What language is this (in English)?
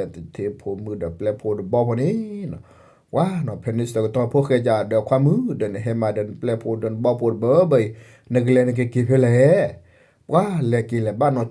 S'gaw Karen